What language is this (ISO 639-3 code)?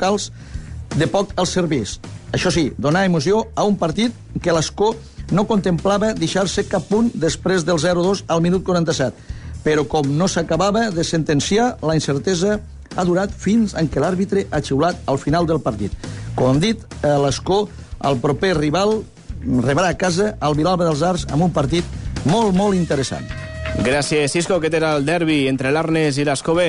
cat